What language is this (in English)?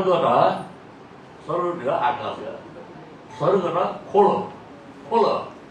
Newari